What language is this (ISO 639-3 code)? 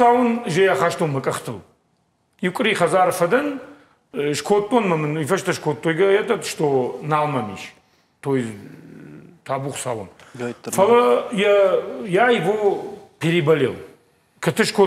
oss